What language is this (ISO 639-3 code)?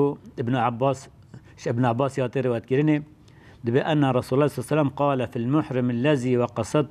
kur